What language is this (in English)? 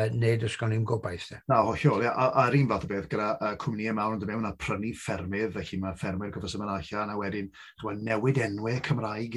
Welsh